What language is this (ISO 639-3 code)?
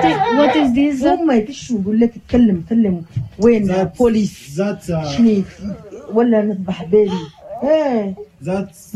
ita